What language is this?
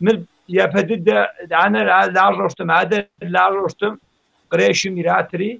Kabardian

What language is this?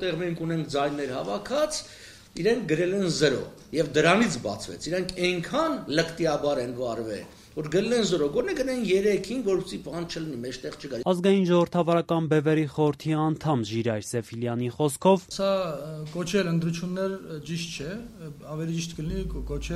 Armenian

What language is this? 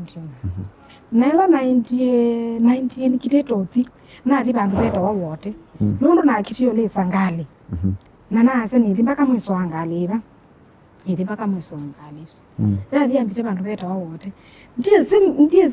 Kamba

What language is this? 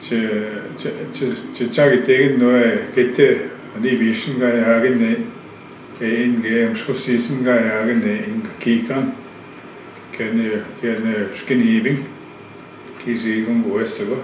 Northwestern Ojibwa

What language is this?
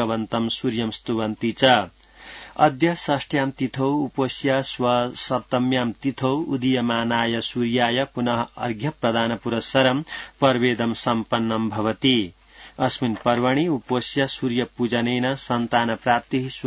Sanskrit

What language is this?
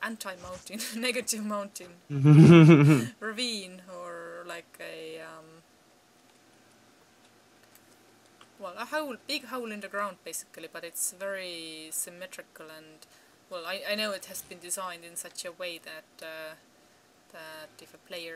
English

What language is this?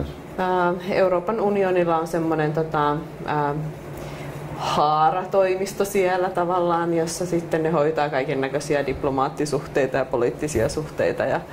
Finnish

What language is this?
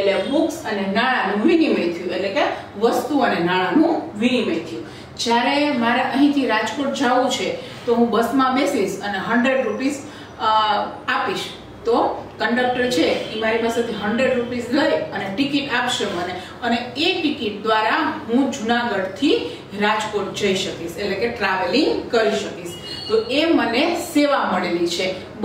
Gujarati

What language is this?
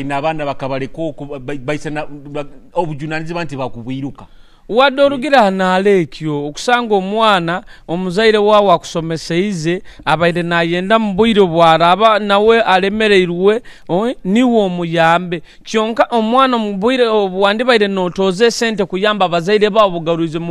Nyoro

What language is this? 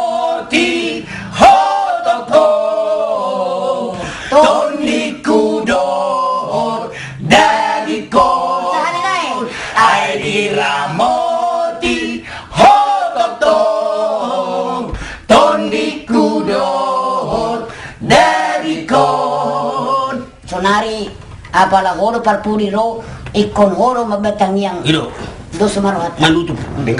Batak Toba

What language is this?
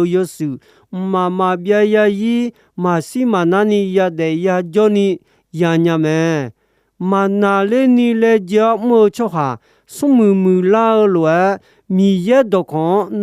Akha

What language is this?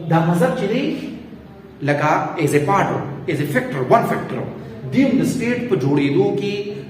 Pashto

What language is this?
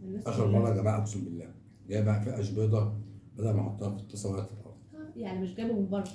Egyptian Arabic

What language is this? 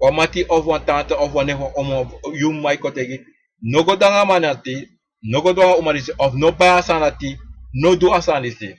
Sranan Tongo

